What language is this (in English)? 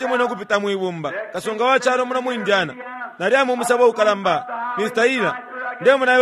Bemba